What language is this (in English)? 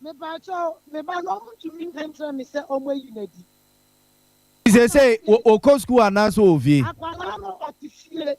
Akan